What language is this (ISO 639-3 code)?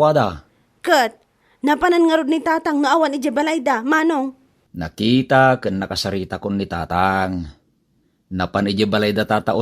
ilo